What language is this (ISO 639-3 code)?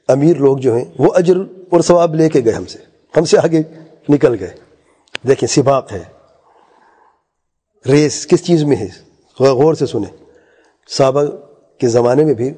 urd